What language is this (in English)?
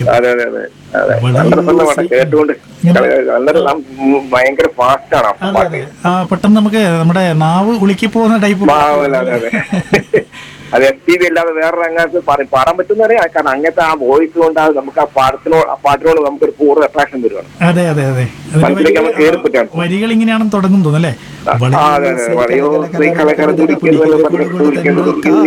Malayalam